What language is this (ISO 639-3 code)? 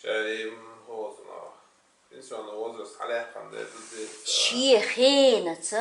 che